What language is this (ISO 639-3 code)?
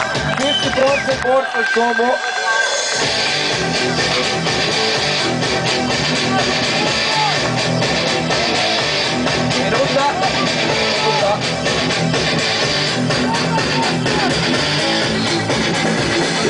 hrv